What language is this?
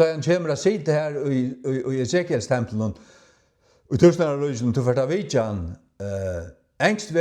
Faroese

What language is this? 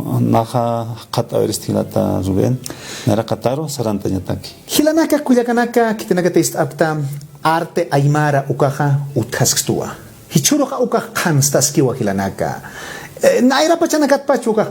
Aymara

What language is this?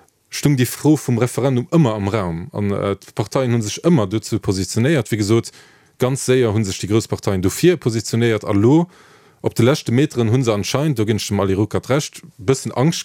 Luxembourgish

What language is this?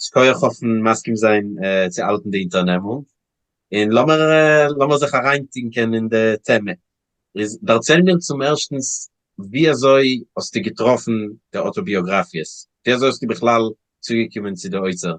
Yiddish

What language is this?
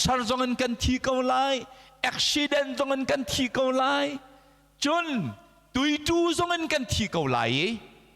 Hakha Chin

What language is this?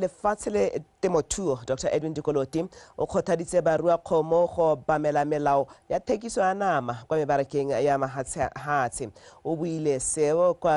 Tswana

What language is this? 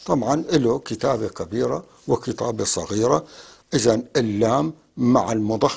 North Levantine Arabic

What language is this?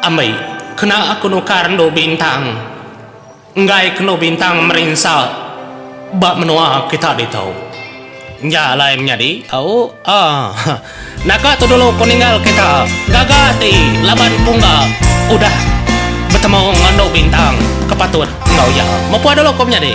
Iban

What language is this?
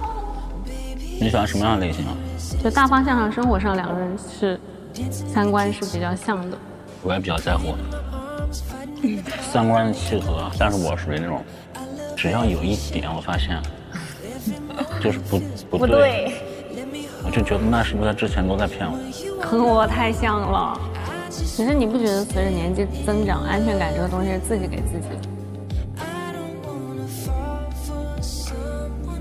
Chinese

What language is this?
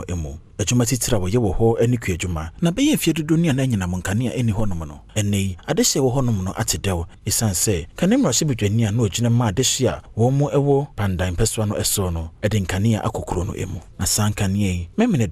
Akan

